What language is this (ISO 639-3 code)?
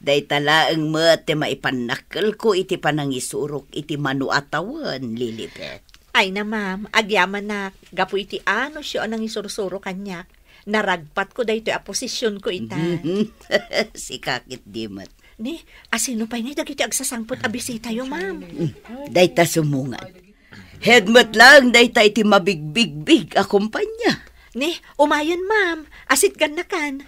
ilo